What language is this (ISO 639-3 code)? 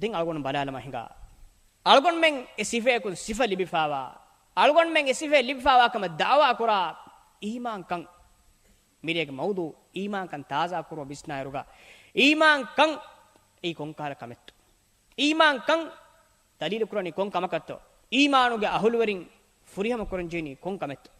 div